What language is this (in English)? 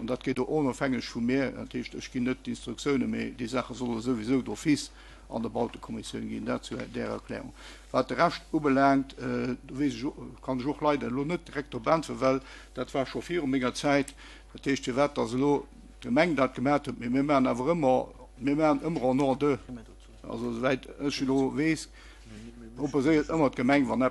Luxembourgish